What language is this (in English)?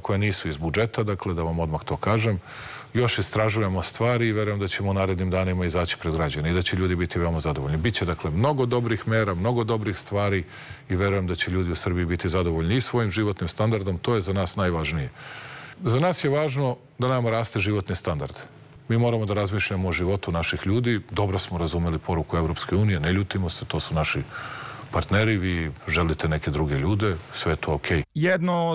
Serbian